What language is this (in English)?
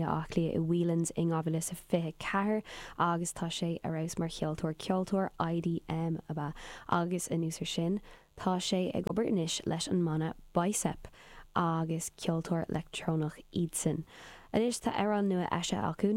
Irish